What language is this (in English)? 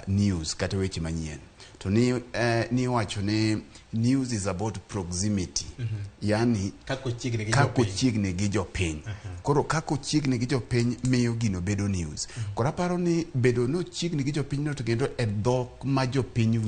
Luo (Kenya and Tanzania)